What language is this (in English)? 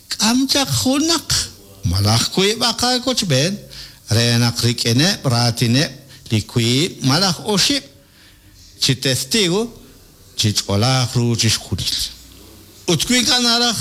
Kekchí